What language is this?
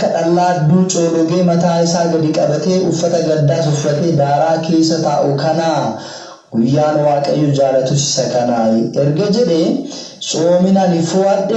Oromo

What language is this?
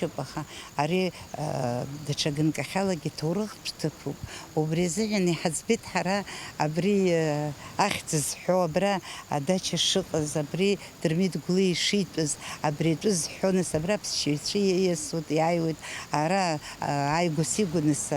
Abkhazian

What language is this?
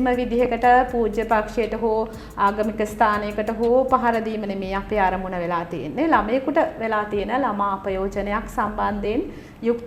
Sinhala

